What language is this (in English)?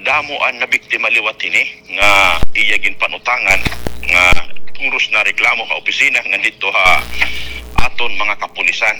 Waray